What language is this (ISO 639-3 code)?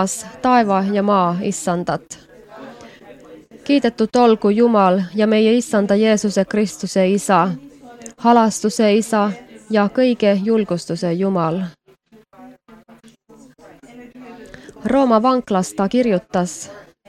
est